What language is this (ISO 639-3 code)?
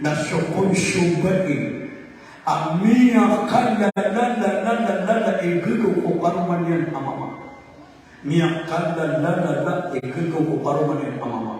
mrw